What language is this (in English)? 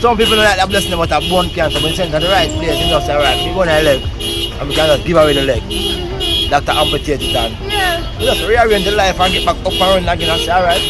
Jamaican Creole English